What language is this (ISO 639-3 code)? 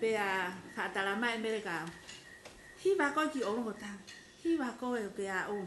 ton